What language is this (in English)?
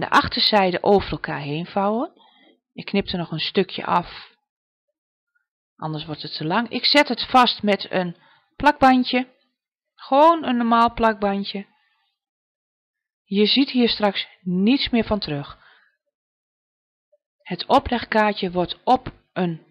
Dutch